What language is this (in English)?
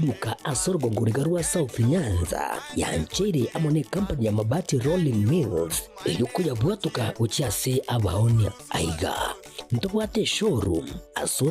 Gusii